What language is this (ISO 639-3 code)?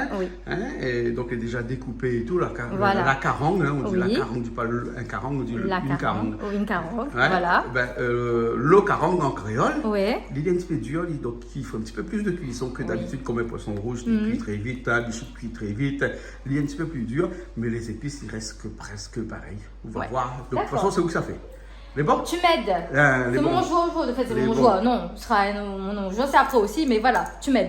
rcf